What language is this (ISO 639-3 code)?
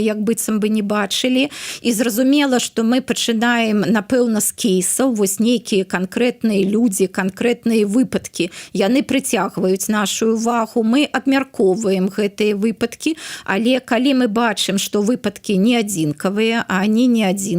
bel